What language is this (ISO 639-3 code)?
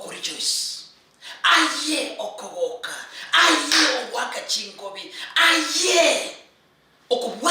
guz